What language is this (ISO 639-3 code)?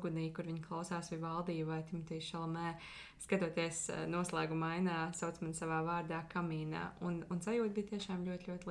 lav